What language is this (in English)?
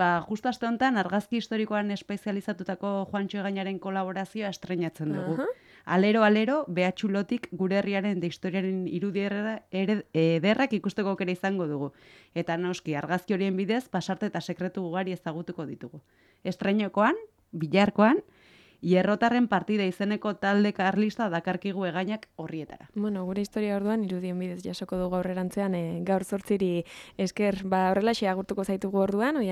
Basque